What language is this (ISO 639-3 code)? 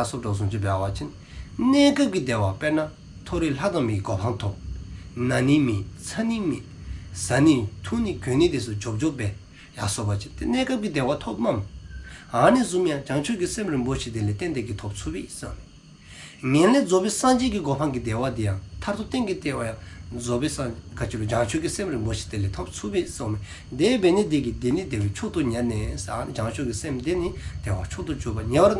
dzo